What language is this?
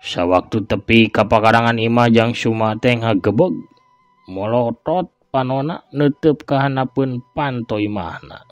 Sundanese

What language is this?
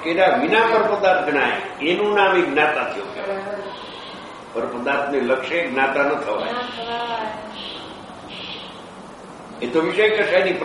Gujarati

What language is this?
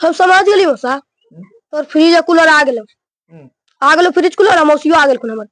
Magahi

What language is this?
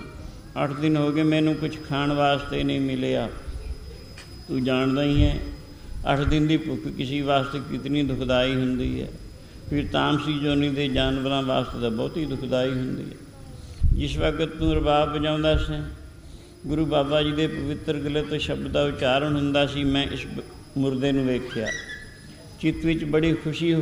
Punjabi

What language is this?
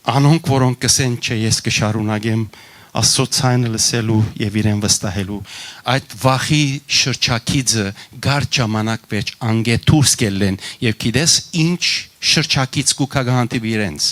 Western Armenian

